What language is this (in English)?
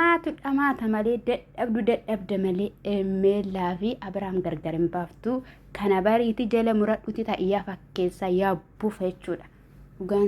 Oromo